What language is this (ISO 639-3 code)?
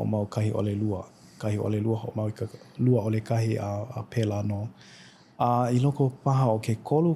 haw